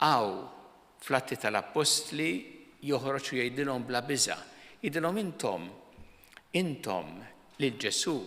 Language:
Maltese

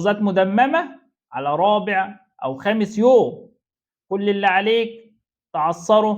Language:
Egyptian Arabic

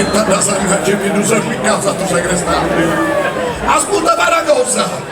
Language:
Sardinian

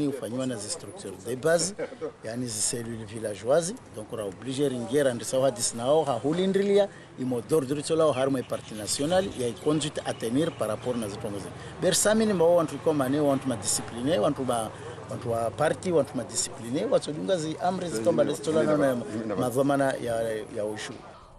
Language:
Ngazidja Comorian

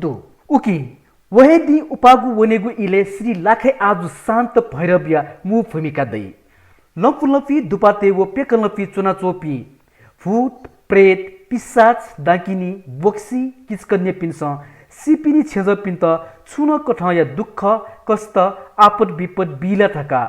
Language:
Newari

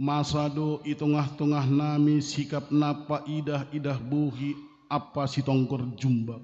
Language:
Batak Simalungun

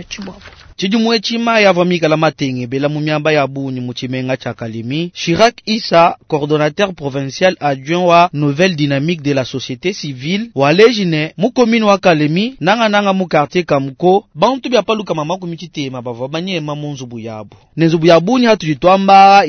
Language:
Luba-Lulua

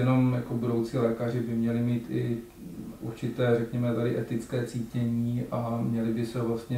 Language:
Czech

